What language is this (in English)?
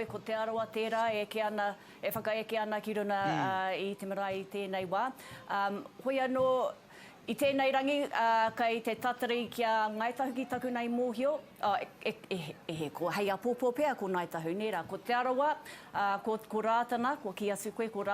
Māori